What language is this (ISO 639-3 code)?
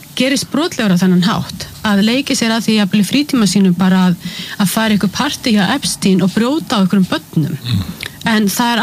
isl